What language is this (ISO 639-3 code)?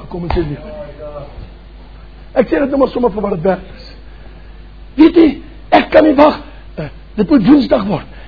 afr